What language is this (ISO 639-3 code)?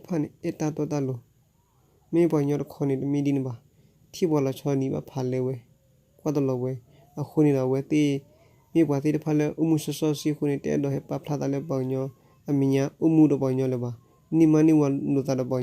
ksw